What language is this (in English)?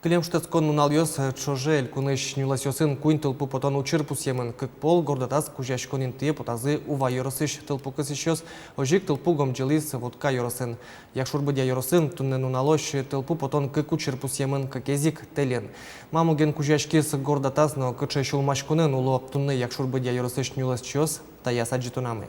Udmurt